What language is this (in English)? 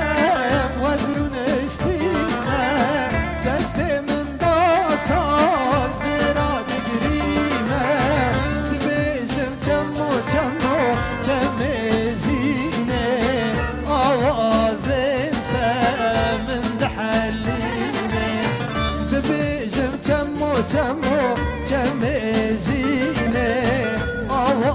Kurdish